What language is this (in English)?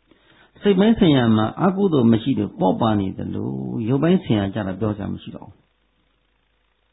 Burmese